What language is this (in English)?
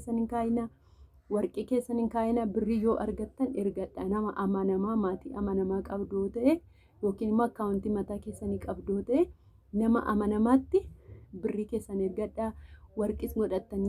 Oromo